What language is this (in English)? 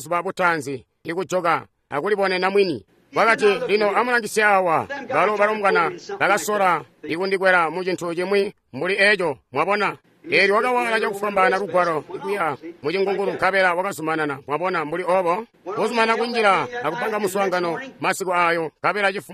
Tonga (Zambia)